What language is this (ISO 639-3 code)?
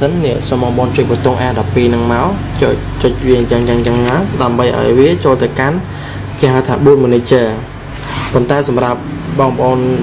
khm